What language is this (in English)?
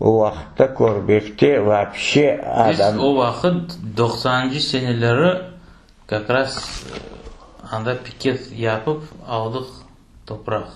Crimean Tatar